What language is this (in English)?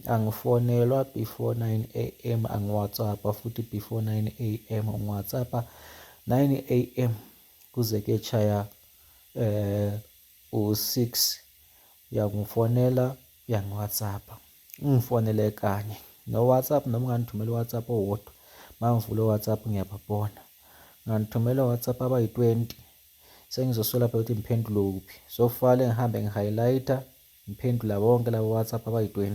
Zulu